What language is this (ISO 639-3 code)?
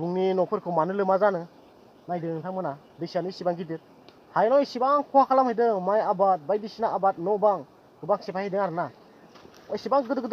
brx